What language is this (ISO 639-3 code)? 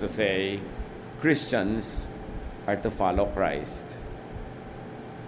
fil